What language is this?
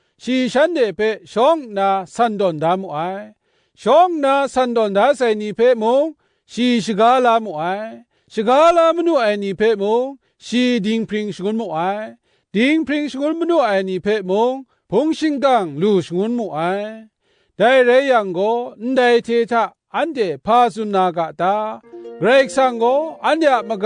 Kachin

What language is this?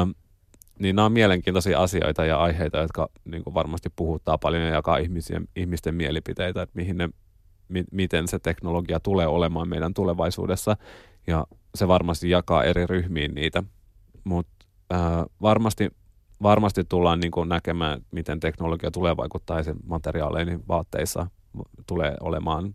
Finnish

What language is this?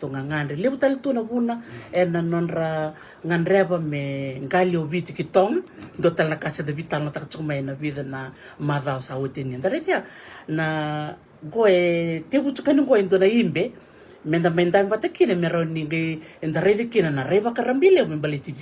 Fijian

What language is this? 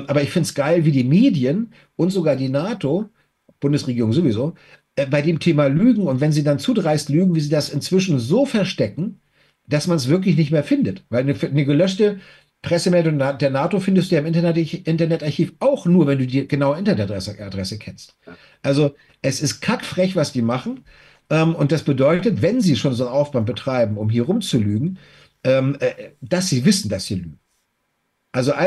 German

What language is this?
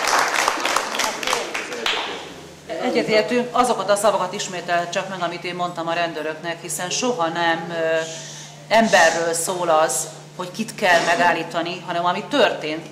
Hungarian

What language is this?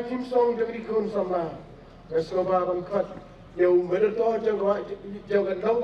Khasi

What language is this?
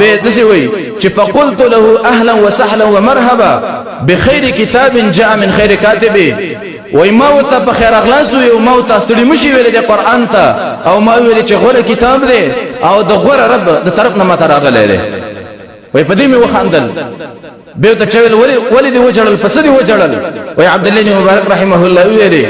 Pashto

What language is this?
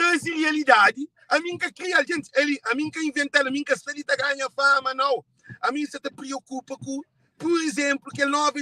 Kabuverdianu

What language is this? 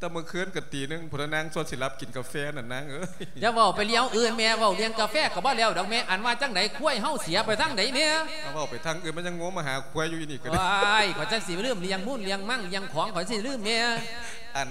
Lao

